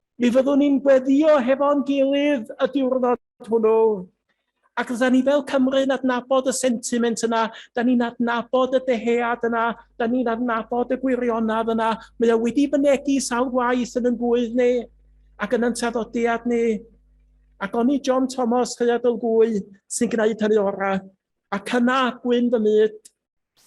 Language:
Welsh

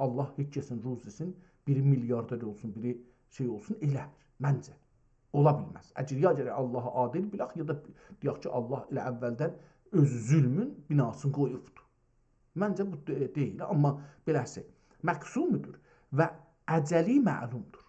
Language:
South Azerbaijani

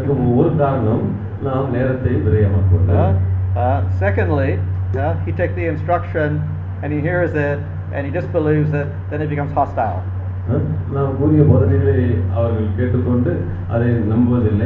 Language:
Tamil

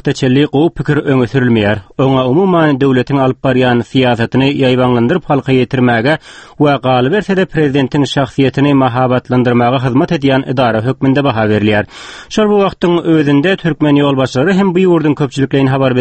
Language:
Turkmen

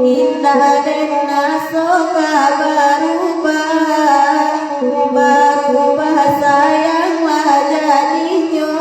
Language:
Minangkabau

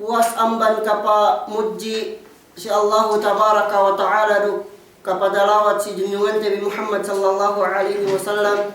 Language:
Yakan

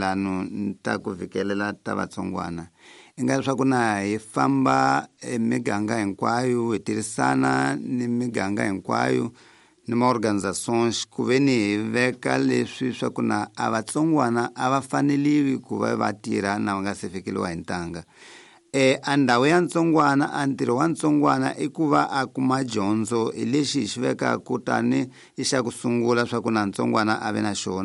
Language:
Tsonga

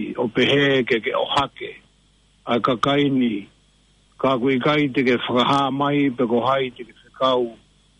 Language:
Tongan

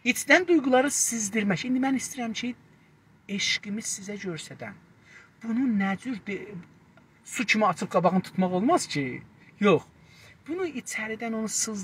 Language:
South Azerbaijani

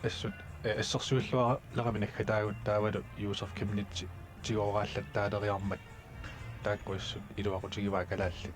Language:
Kalaallisut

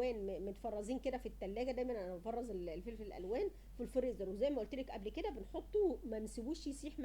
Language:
Egyptian Arabic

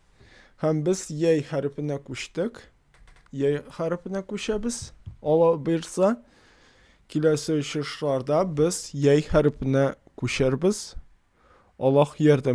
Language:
Tatar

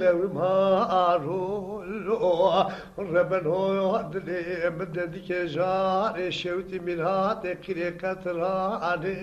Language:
Zaza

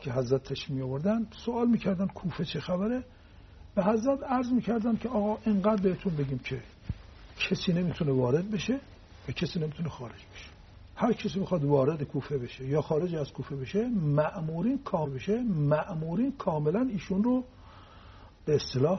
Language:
Persian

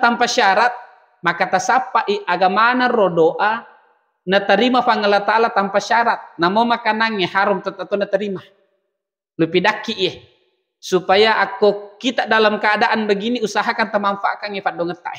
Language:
Buginese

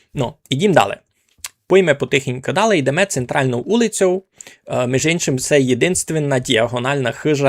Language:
Rusyn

